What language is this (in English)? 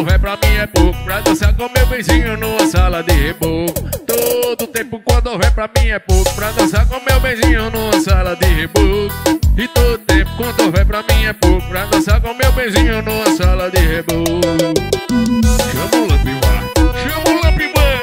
Portuguese